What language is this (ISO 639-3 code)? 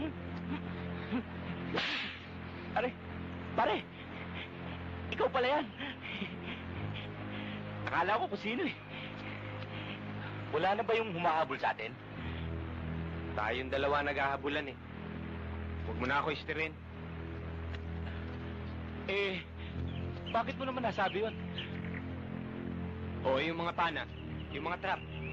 fil